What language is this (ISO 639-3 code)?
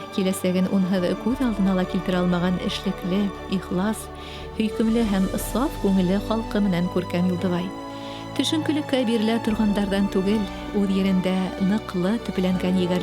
bak